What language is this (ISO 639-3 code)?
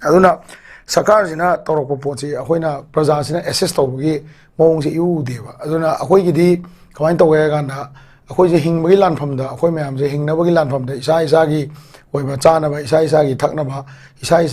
mni